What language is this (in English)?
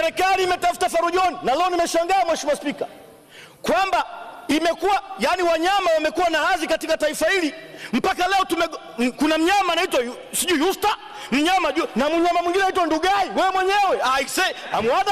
Swahili